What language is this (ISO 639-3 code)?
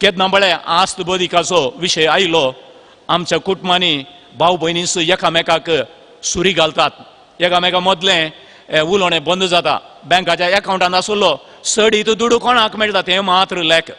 kok